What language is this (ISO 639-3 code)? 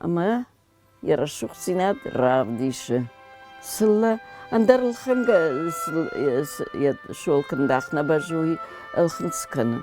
oss